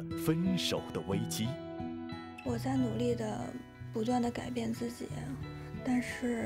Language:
Chinese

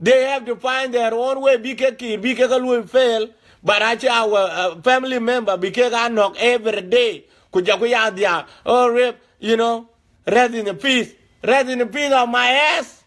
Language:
Dinka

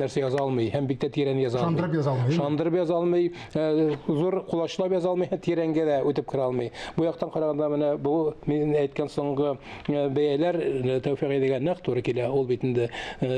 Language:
Tatar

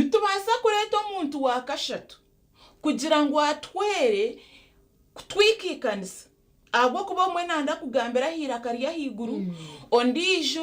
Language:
Nyankole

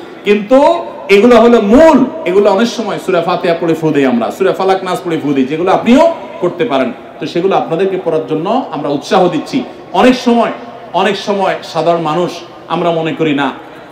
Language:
Bangla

